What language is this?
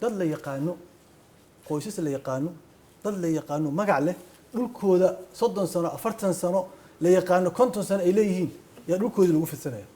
Somali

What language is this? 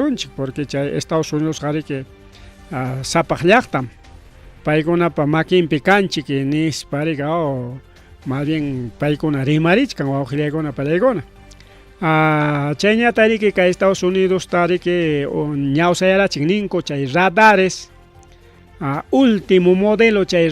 Ayacucho Quechua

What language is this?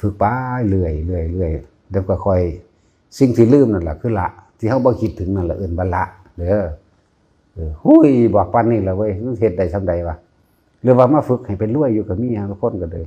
Northeastern Thai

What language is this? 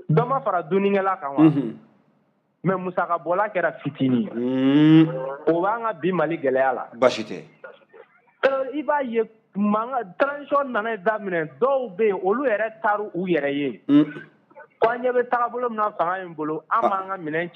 Bambara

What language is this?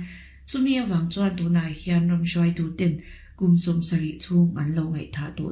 Mizo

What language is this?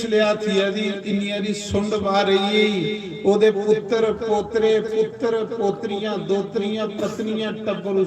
Dogri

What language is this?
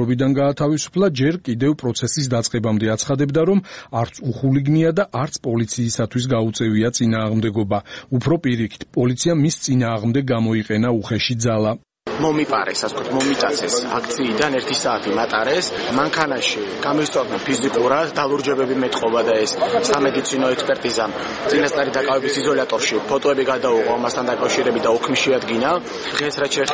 Georgian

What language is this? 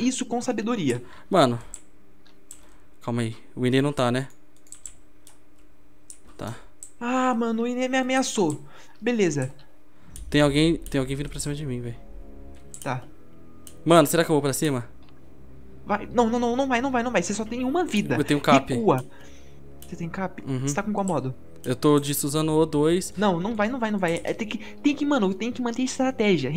Portuguese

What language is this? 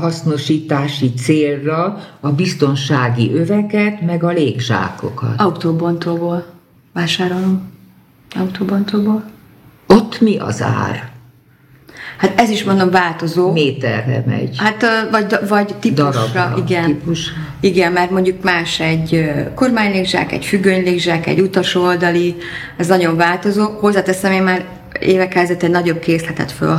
Hungarian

